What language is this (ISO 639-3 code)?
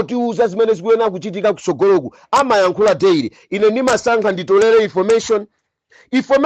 nya